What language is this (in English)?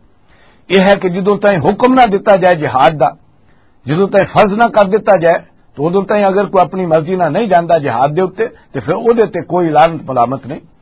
Western Panjabi